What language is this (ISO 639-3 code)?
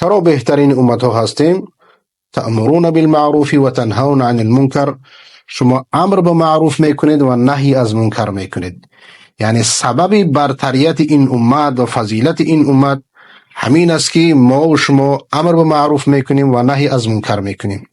fas